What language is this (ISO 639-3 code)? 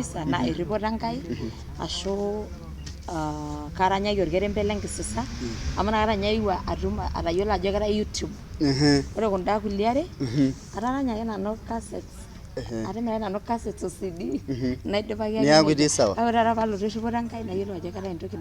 mas